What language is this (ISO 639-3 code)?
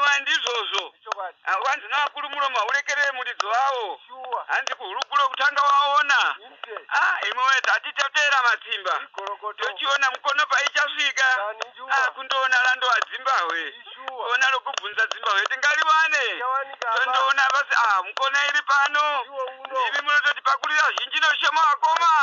ndc